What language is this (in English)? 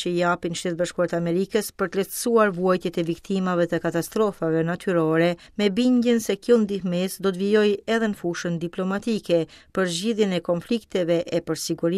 Albanian